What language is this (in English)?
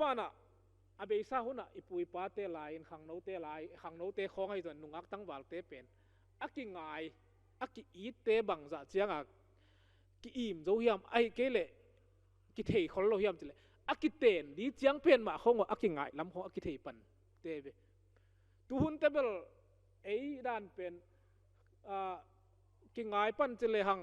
Tedim Chin